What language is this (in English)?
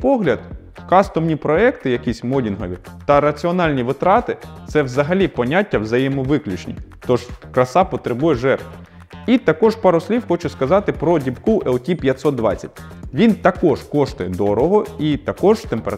Ukrainian